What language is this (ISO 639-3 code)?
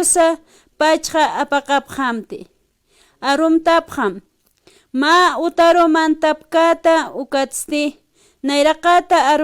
aym